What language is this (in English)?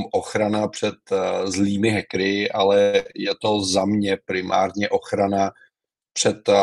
Czech